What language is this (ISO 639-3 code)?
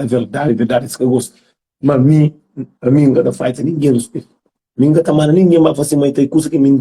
kea